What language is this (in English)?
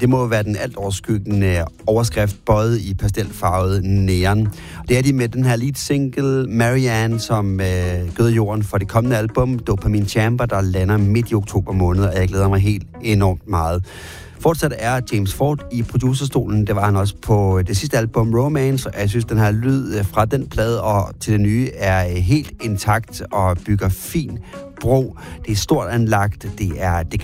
Danish